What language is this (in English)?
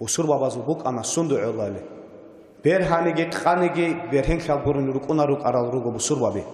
Avaric